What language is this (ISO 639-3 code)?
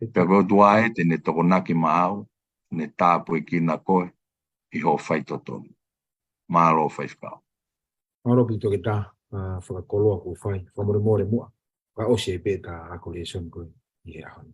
ton